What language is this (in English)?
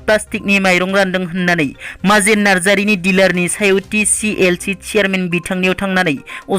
Bodo